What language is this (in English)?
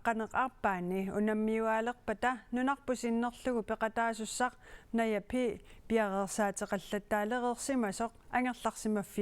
Kalaallisut